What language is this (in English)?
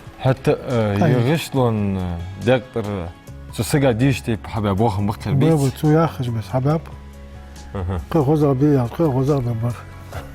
Ingush